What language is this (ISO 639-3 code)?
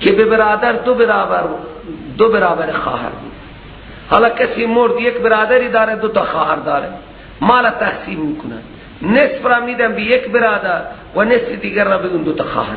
fas